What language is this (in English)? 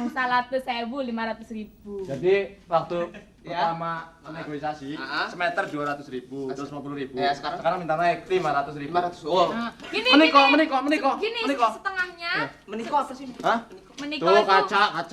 Betawi